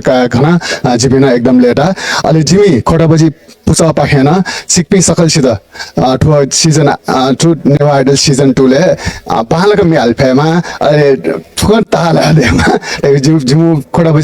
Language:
Newari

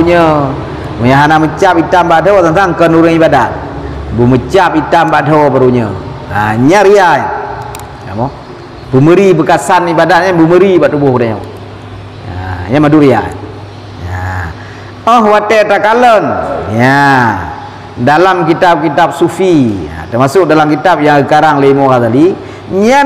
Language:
Achinese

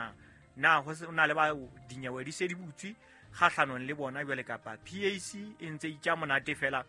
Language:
Southern Sotho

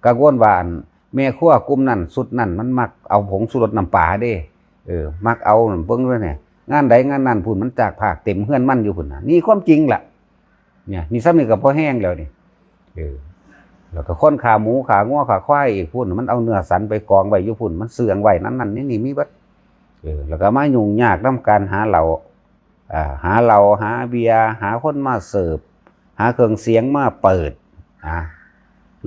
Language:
Northeastern Thai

